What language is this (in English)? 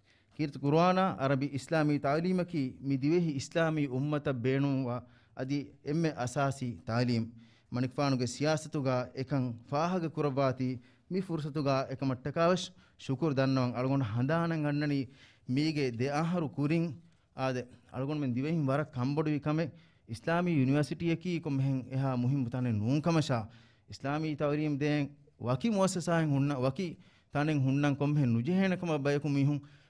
Divehi